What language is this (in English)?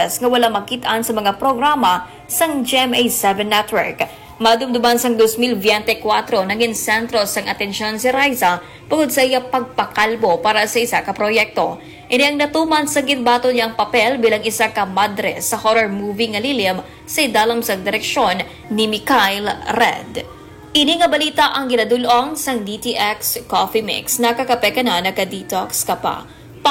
Hiligaynon